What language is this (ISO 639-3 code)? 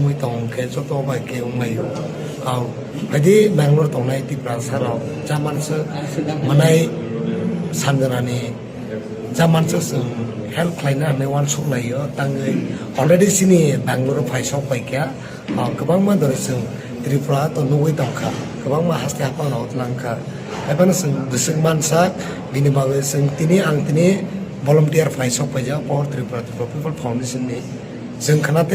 trp